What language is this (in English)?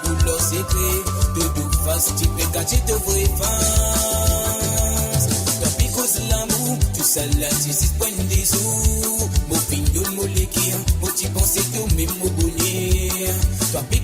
Morisyen